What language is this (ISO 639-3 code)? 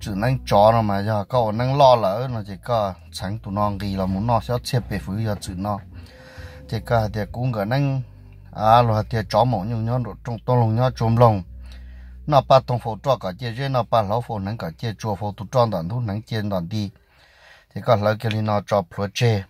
hmn